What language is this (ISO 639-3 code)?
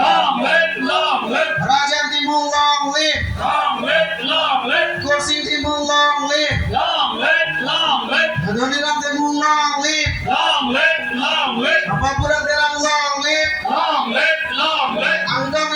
mjw